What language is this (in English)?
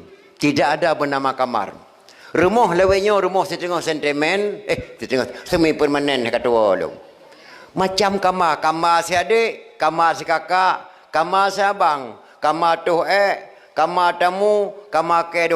Achinese